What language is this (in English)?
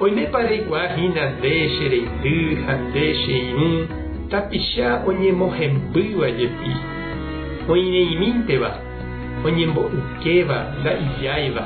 Guarani